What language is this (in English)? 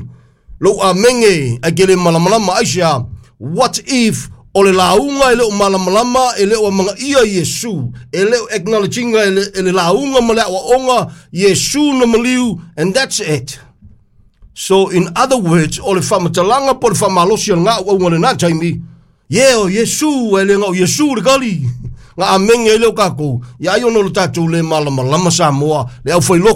Samoan